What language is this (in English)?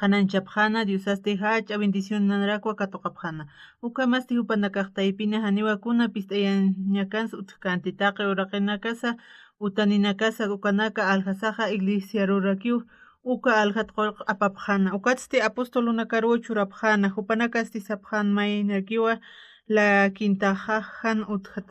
Aymara